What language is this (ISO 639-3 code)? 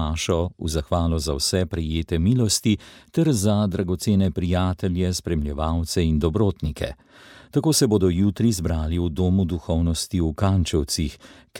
slv